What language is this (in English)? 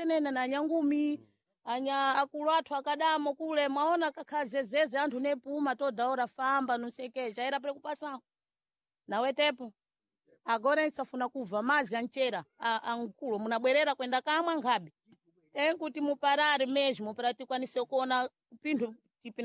Sena